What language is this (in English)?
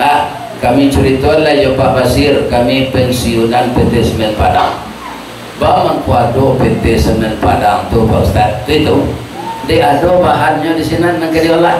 Minangkabau